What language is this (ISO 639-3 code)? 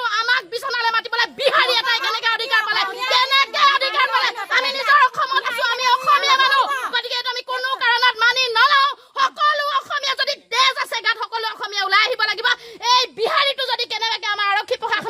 asm